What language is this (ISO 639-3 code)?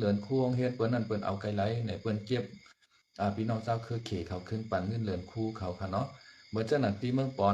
shn